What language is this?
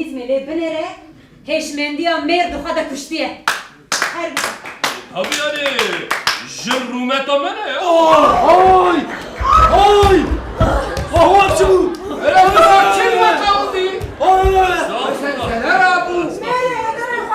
Kurdish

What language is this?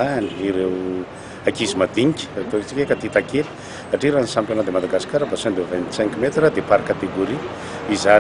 Malagasy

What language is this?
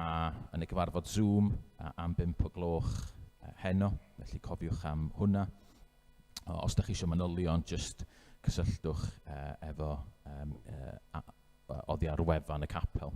Welsh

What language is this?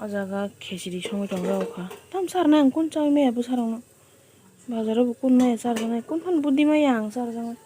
Kok Borok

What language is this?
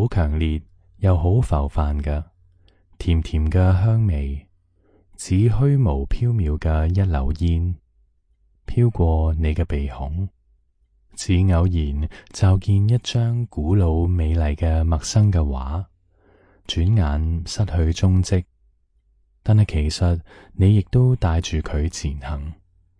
Cantonese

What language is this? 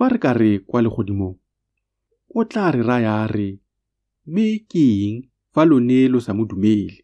Tswana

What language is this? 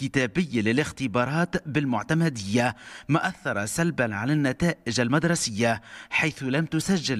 Tunisian Arabic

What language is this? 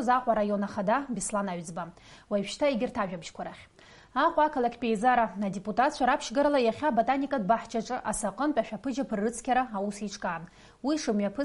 Abkhazian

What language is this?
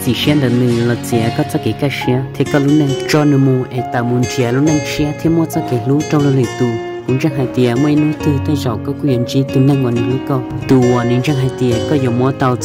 Hmong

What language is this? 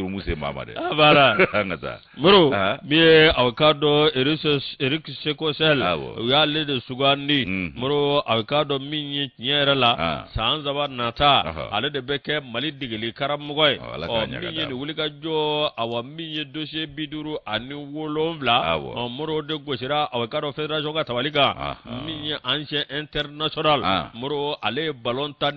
Bambara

